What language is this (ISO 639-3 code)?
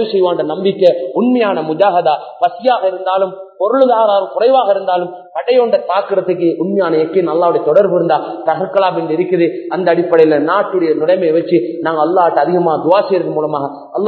tam